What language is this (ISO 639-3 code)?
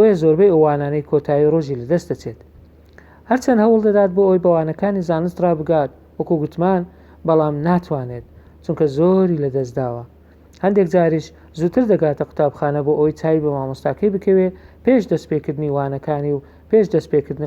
ckb